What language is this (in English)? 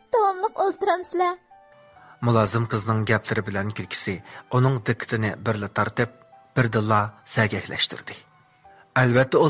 Uyghur